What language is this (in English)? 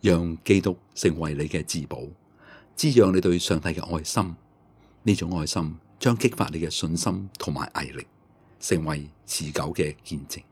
Cantonese